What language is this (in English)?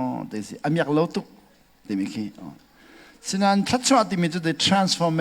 Hakha Chin